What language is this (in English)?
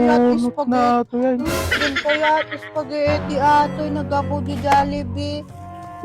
Iloko